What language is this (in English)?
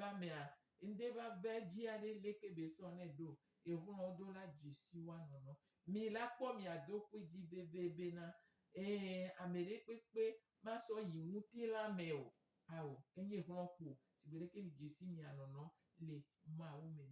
Gen